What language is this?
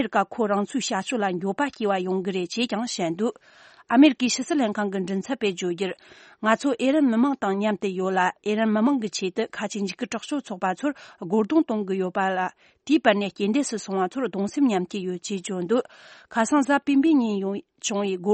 Tibetan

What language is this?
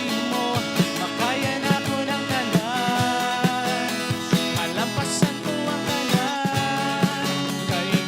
Hiligaynon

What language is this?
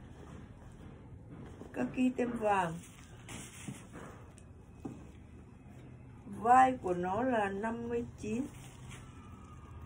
Vietnamese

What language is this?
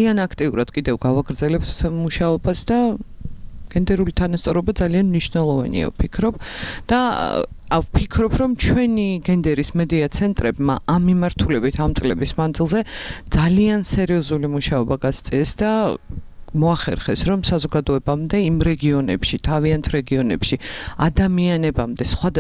Georgian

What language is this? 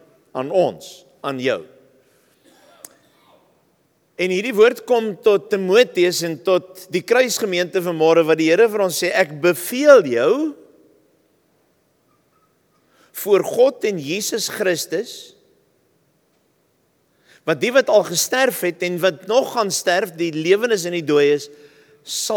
Afrikaans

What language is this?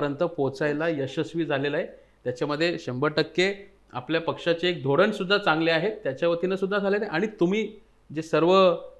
Marathi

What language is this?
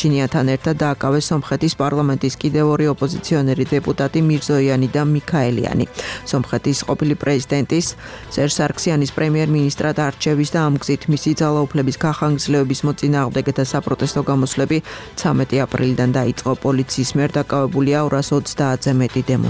Georgian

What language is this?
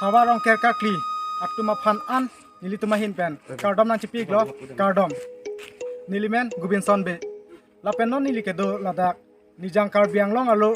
Karbi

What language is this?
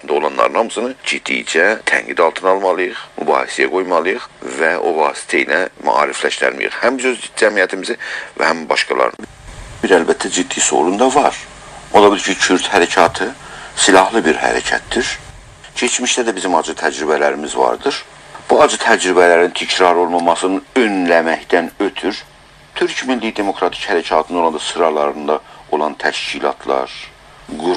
South Azerbaijani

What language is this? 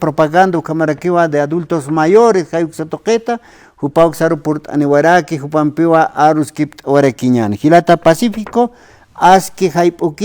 Aymara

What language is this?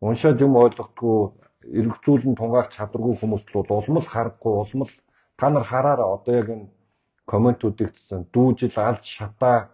Mongolian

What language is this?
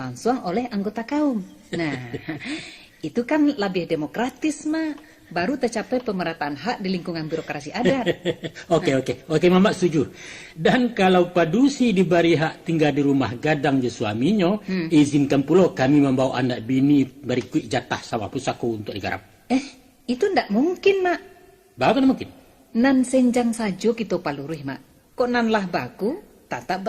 Minangkabau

